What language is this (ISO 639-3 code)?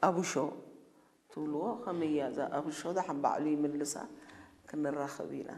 tir